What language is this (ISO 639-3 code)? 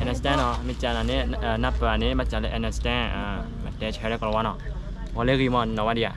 ksw